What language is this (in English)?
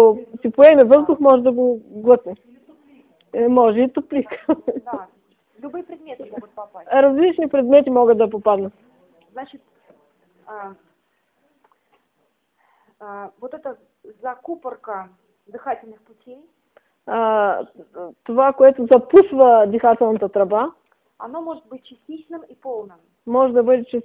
Bulgarian